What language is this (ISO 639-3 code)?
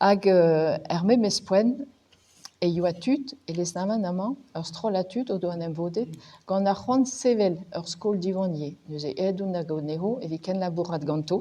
bre